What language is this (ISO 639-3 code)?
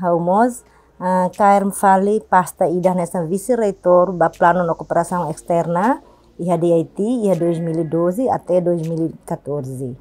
tet